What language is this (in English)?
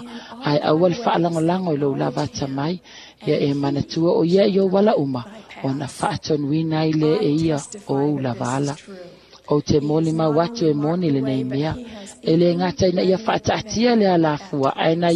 Samoan